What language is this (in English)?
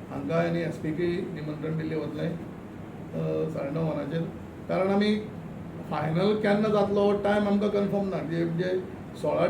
Konkani